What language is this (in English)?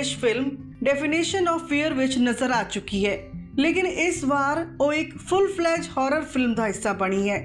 Punjabi